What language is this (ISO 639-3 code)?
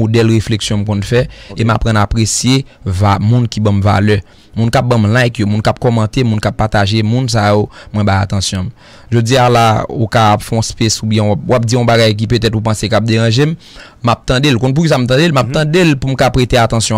hat